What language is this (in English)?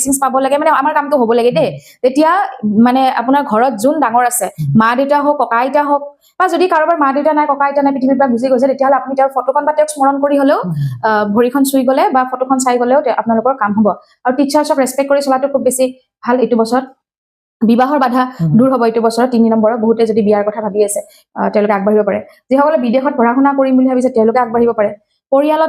Assamese